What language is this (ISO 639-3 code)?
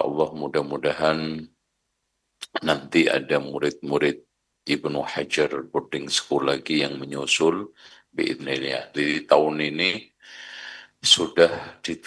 ind